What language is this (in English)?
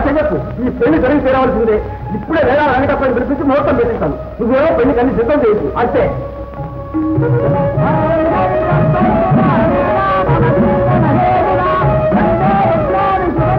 Telugu